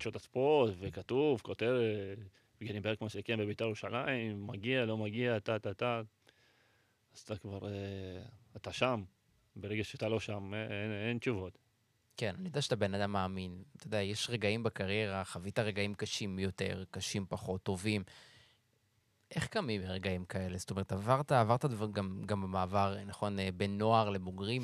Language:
Hebrew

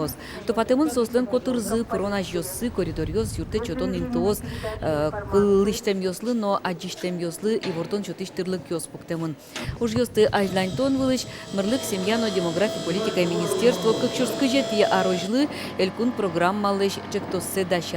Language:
Udmurt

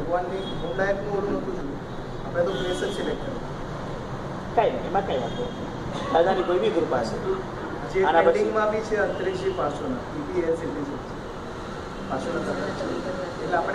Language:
Gujarati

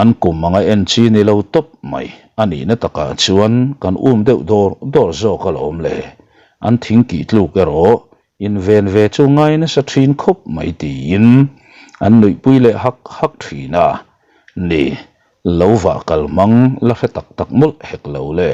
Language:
Mizo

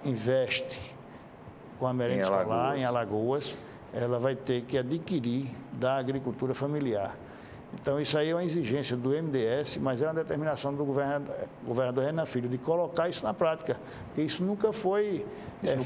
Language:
Portuguese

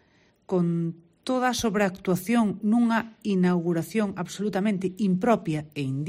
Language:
Galician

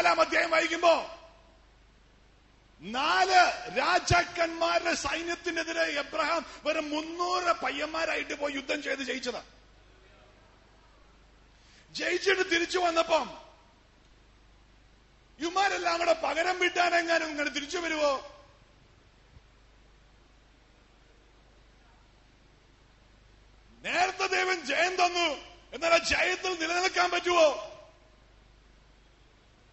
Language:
Malayalam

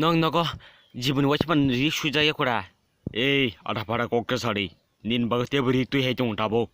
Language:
Kok Borok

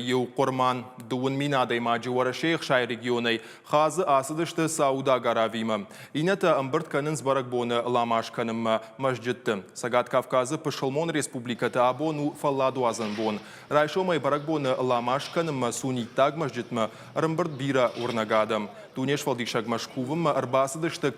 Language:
Ossetic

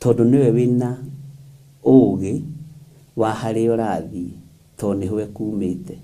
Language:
Kikuyu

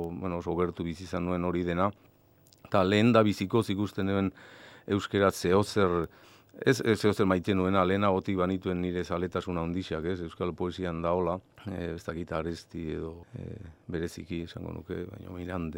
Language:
Basque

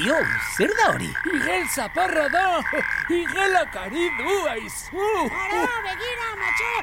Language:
Basque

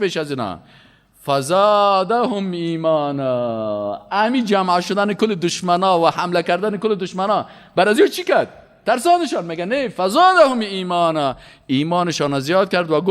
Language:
Persian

